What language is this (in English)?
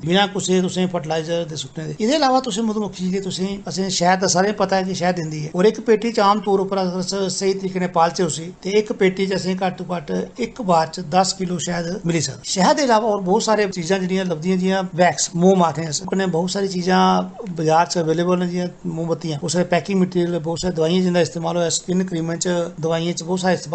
Dogri